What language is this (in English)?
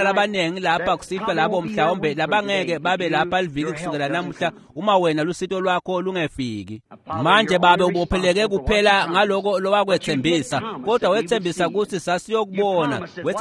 Swati